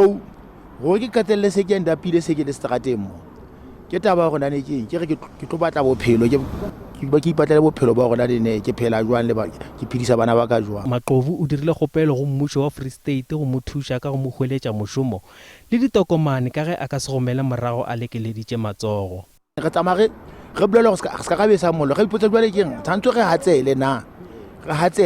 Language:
Northern Sotho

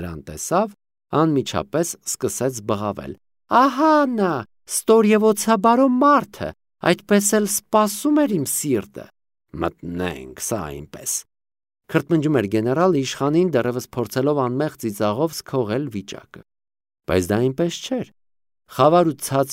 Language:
Armenian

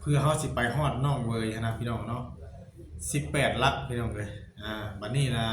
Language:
Northeastern Thai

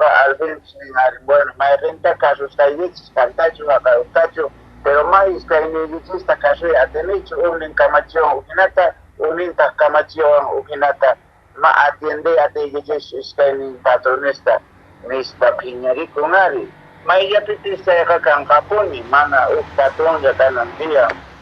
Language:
Quechua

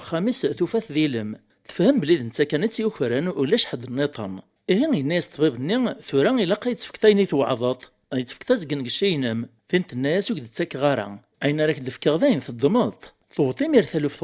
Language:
Kabyle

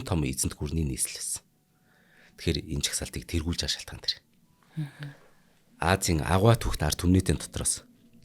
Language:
Mongolian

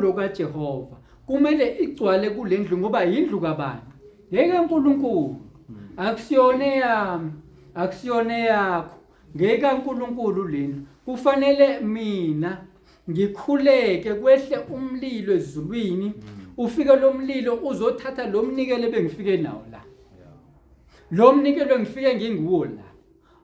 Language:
Zulu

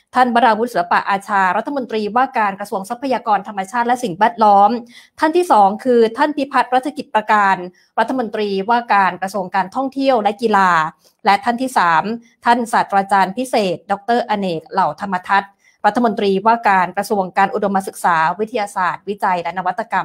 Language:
Thai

